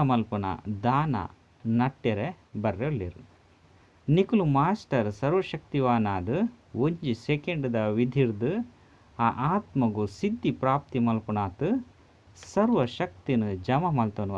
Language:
Tulu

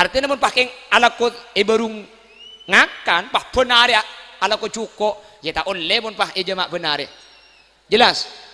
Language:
Madurese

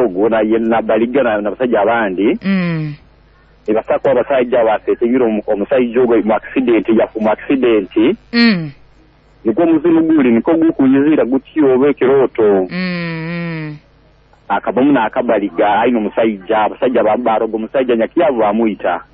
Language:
Nyoro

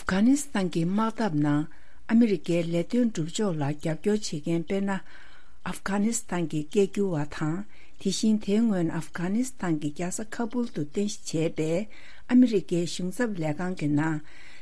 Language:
Tibetan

